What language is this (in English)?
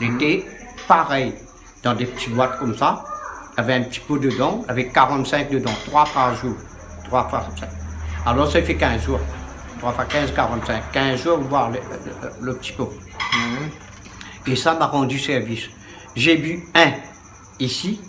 Réunion Creole French